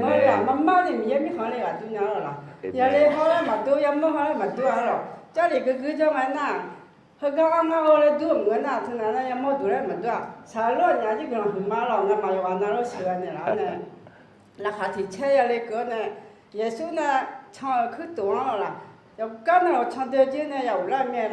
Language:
Akha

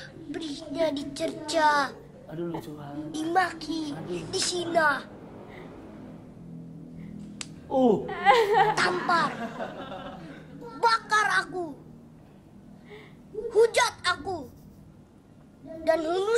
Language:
Indonesian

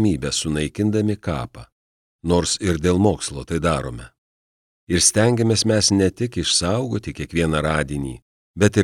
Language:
Lithuanian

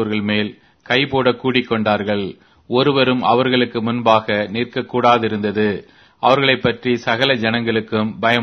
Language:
Tamil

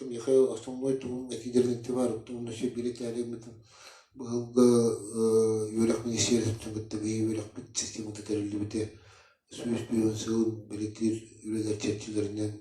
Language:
Yakut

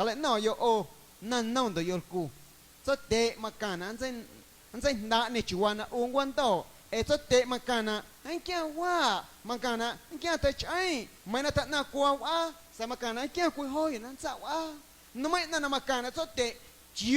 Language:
Guerrero Amuzgo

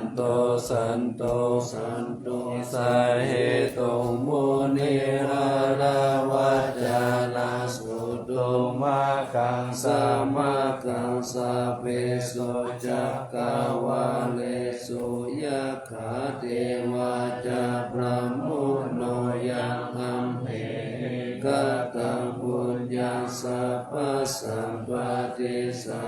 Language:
Pali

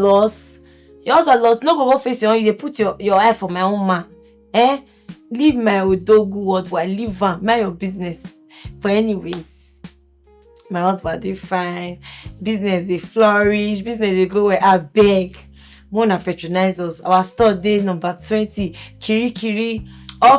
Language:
Nigerian Pidgin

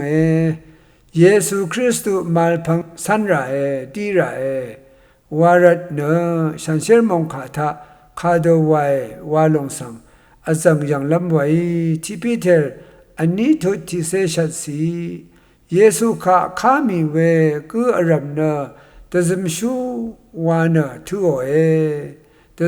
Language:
Rawang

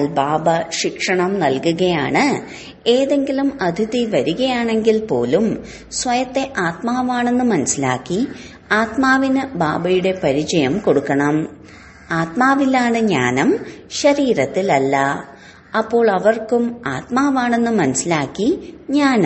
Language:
Malayalam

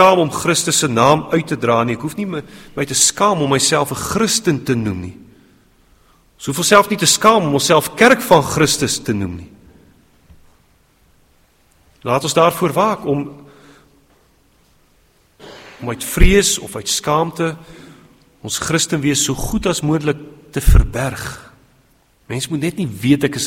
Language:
Afrikaans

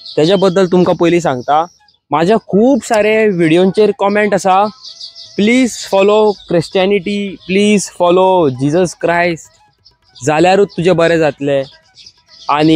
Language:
Konkani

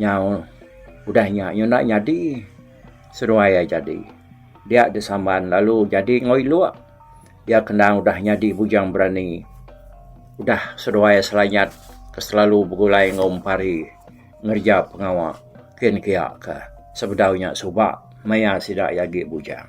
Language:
Iban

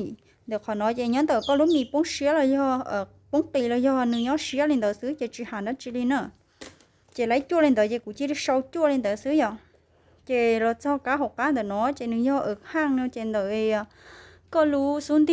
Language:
Hmong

